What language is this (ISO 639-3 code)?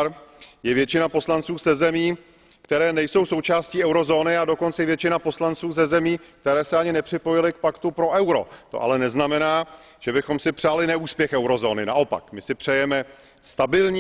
ces